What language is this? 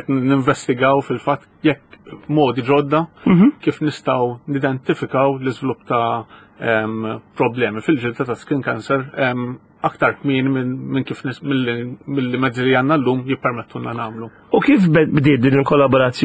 Maltese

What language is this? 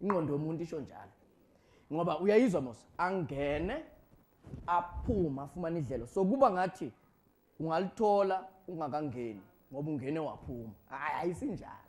Zulu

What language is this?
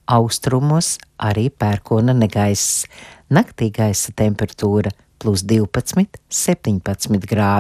Latvian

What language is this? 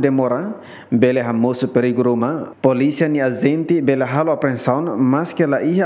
Tetum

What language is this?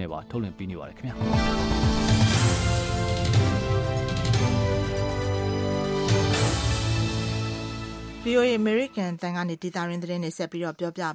Burmese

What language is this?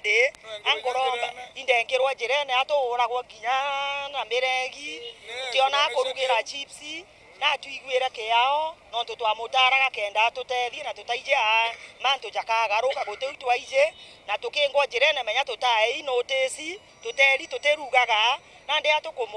Meru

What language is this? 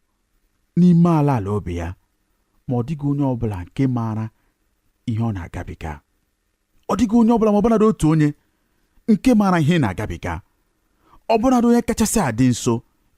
Igbo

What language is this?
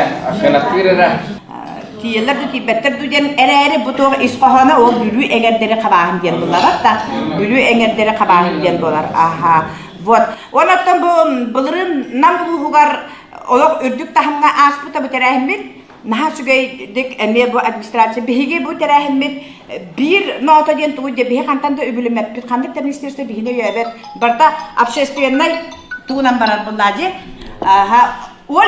Yakut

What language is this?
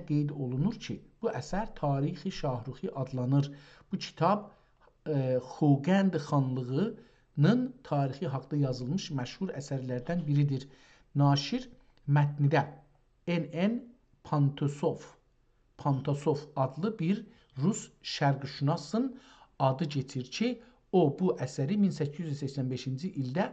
South Azerbaijani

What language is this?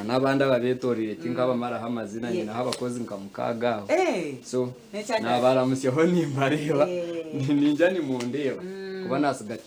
Nyankole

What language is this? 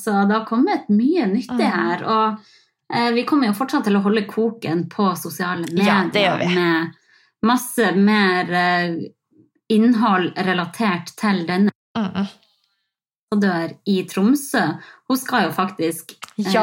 Norwegian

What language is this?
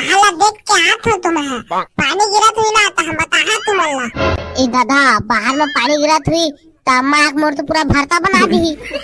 Chhattisgarhi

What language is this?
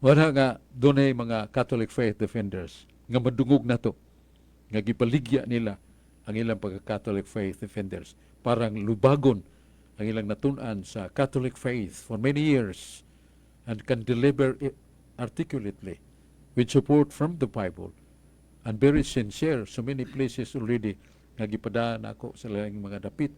Cebuano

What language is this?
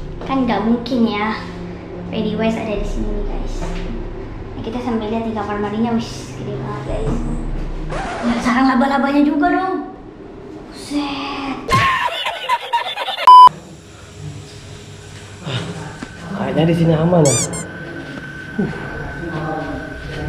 Indonesian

